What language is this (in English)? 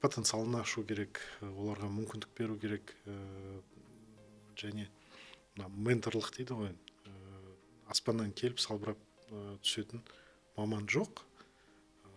Kazakh